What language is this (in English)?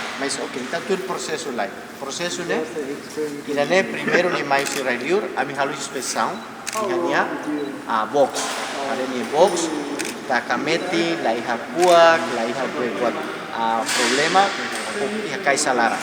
Tetum